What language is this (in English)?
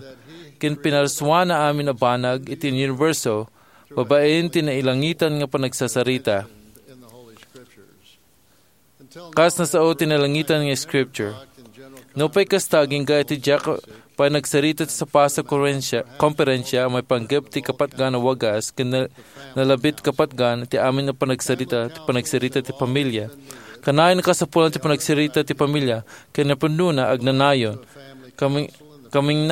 Iloko